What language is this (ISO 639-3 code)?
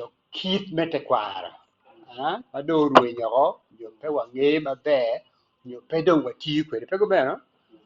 ach